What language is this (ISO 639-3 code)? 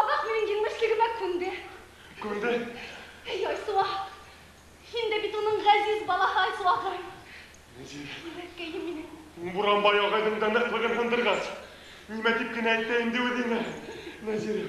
bak